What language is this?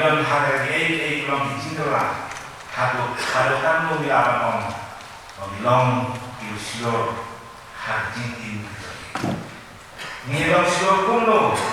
Khasi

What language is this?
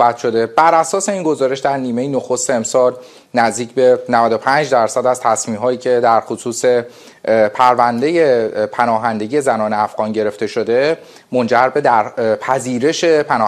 Persian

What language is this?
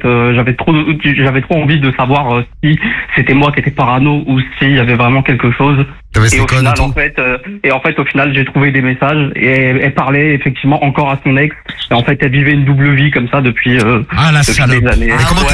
French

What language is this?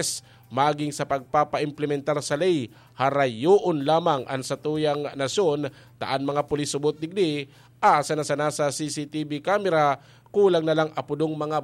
Bikol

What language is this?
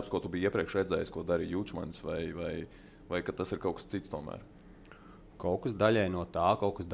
Latvian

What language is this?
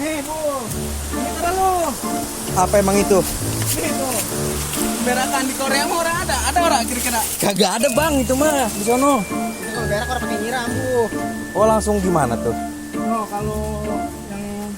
Betawi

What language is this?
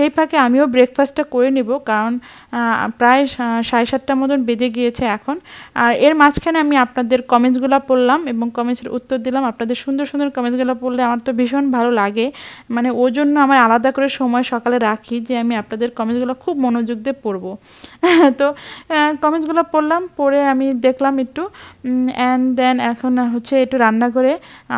Bangla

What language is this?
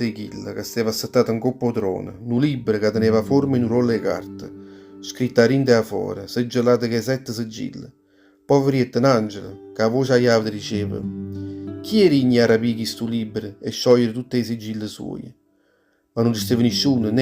Neapolitan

